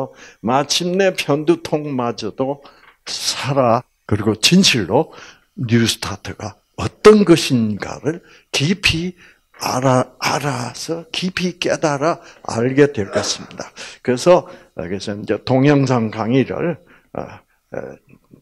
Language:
Korean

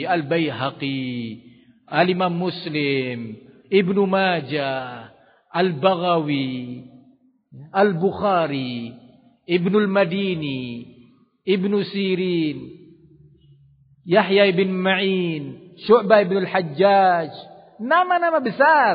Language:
Indonesian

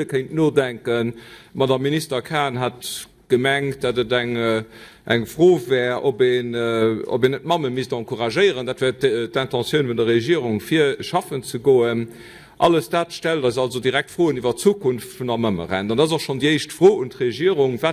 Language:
Luxembourgish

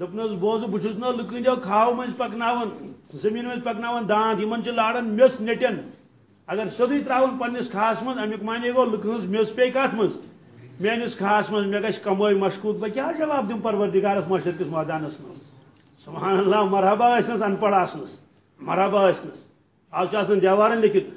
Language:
Kashmiri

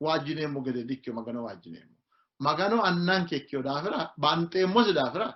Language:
Sidamo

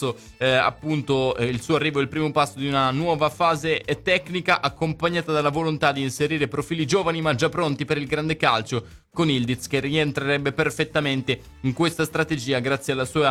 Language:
Italian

